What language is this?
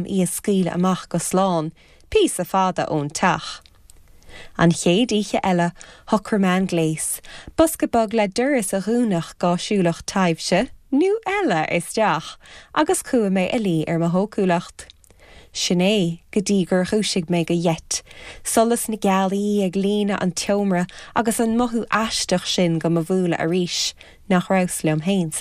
Irish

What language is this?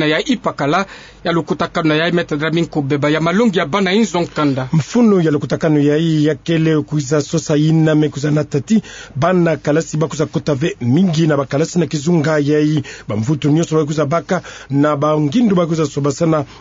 Kituba (Democratic Republic of Congo)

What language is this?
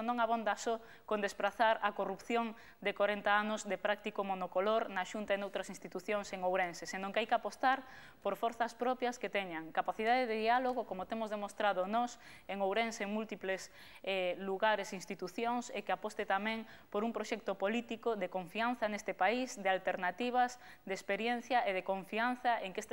Galician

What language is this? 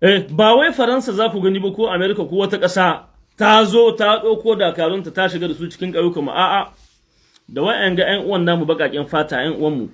Hausa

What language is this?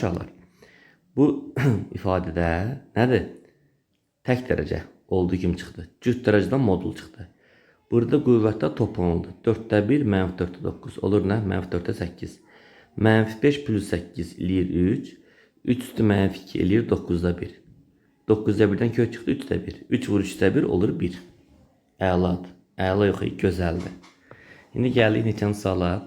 Azerbaijani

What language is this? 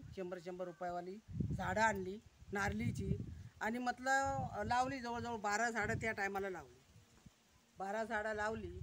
Marathi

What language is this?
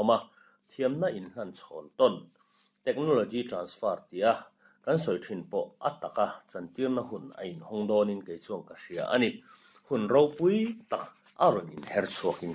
Mizo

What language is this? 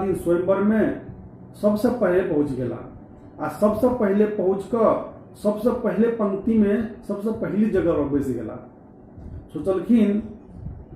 Maithili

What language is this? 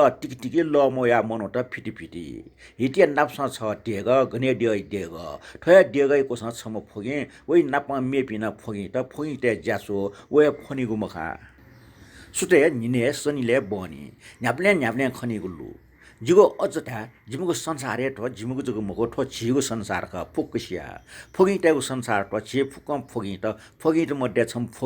Newari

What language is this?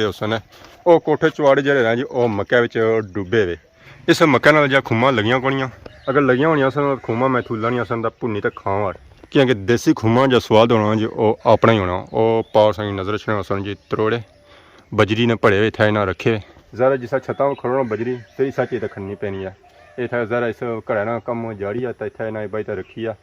Pahari-Potwari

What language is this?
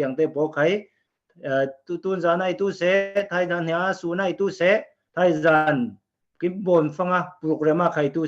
Falam Chin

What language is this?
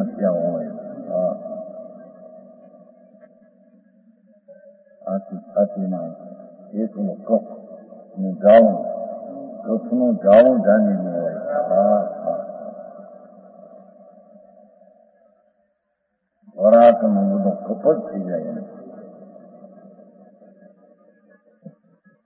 Gujarati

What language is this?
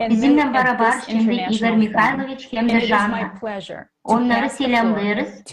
Gagauz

